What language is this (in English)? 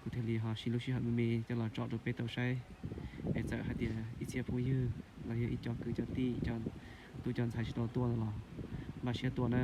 Hmong